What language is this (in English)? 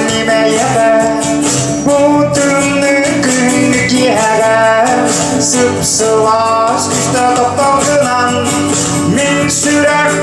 Yakut